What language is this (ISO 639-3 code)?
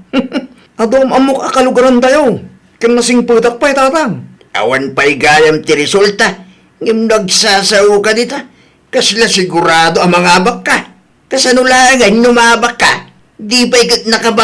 ilo